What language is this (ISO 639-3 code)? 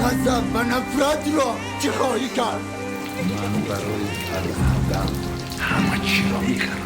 tgk